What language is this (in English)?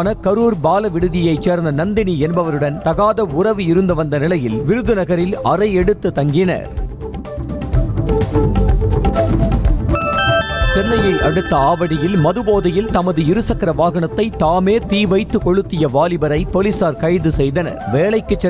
Tamil